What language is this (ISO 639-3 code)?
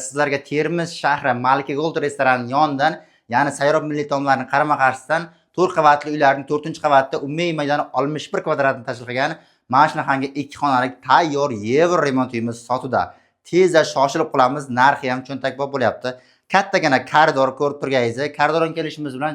uzb